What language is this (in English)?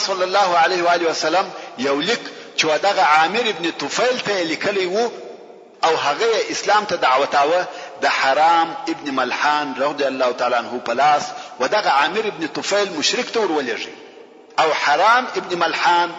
Pashto